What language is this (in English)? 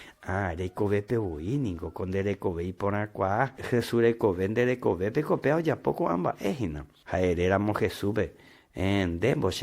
Guarani